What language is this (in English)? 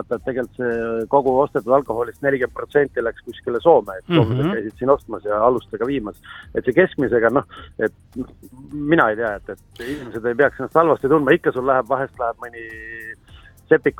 Estonian